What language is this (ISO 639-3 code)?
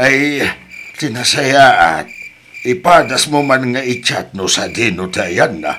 ilo